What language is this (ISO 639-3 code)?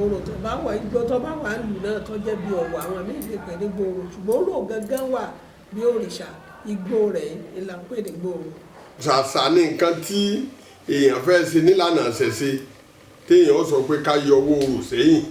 yor